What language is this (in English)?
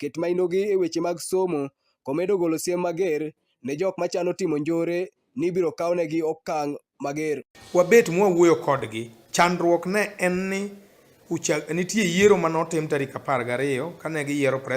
Luo (Kenya and Tanzania)